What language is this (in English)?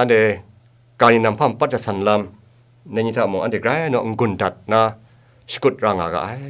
Kachin